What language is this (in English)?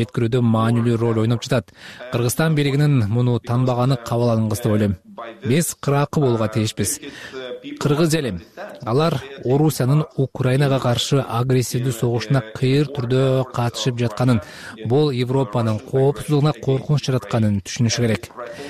Kyrgyz